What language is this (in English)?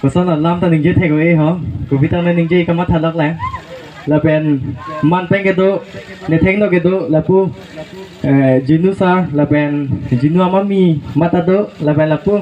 Karbi